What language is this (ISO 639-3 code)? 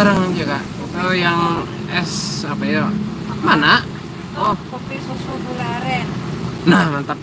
bjn